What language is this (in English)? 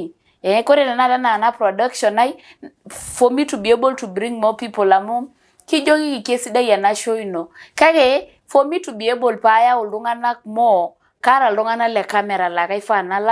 Masai